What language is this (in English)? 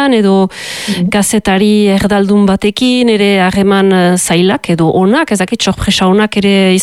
Basque